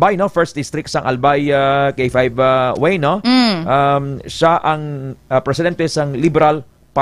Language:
Hiligaynon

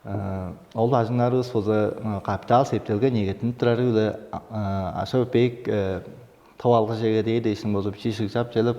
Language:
Tuvinian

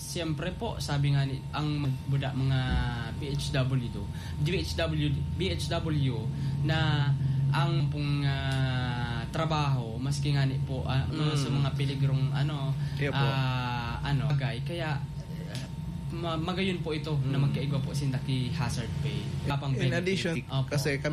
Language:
Bikol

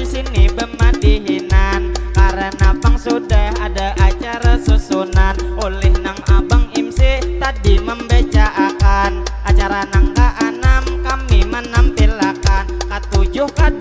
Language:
Banjar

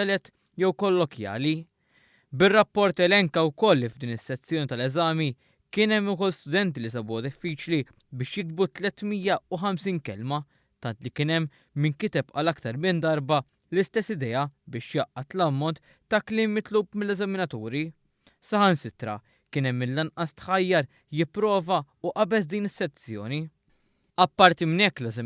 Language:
Maltese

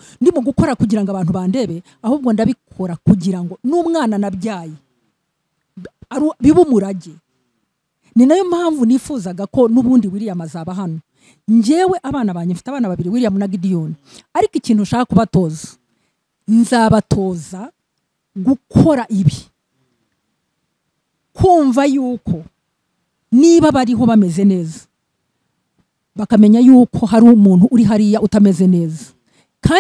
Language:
Kinyarwanda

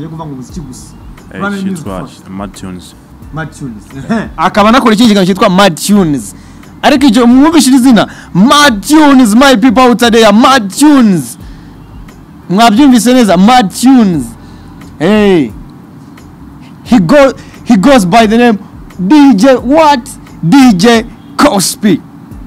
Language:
Kinyarwanda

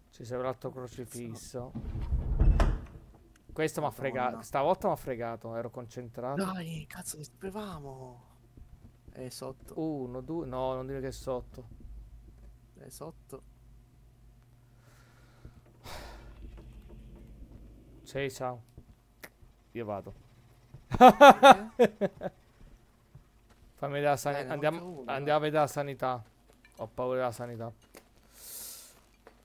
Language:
Italian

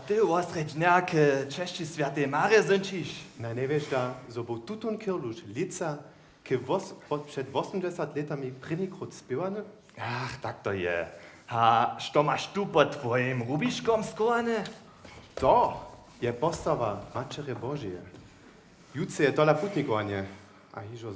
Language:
Upper Sorbian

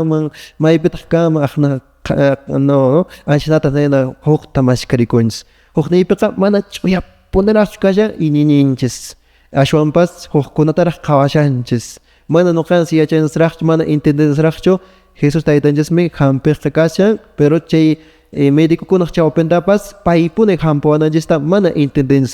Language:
Quechua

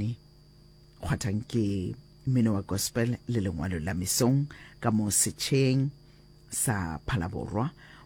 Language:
Northern Sotho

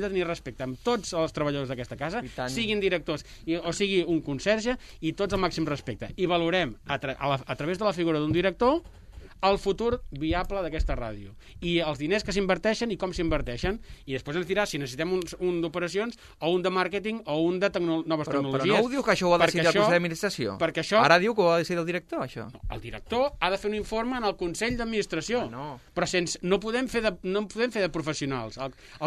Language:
Catalan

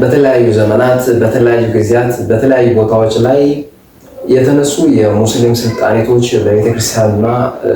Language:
Amharic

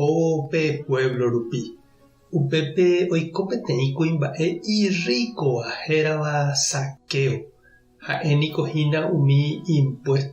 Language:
Guarani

